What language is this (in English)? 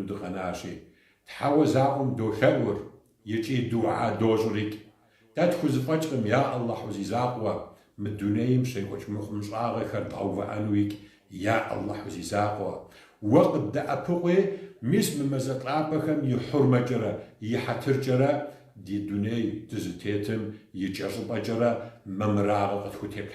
Kabardian